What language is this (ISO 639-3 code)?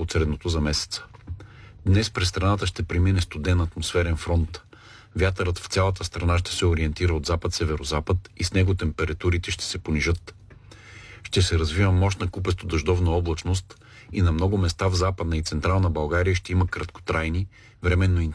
bul